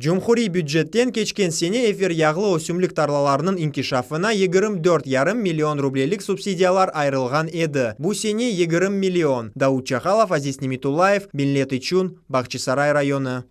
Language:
Crimean Tatar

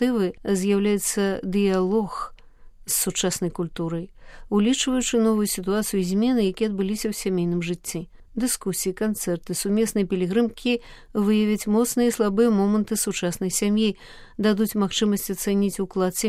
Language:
Belarusian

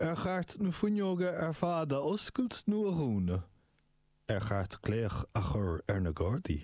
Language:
Irish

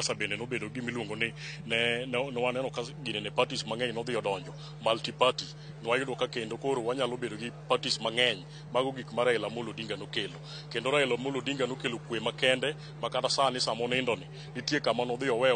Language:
Luo (Kenya and Tanzania)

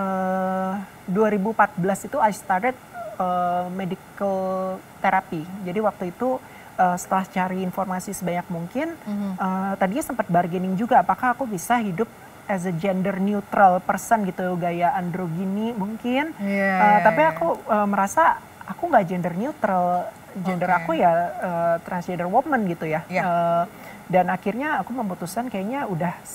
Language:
Indonesian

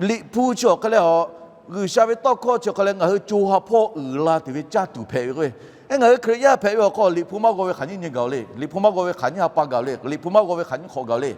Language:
Lahu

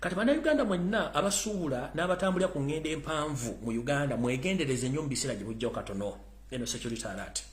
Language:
Ganda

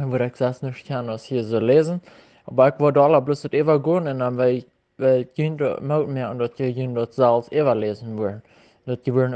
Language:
Plautdietsch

